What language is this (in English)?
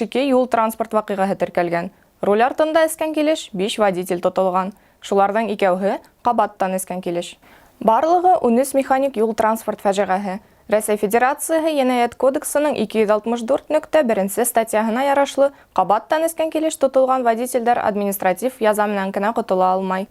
Bashkir